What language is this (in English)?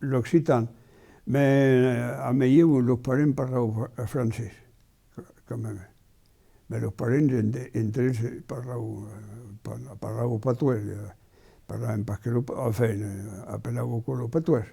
Occitan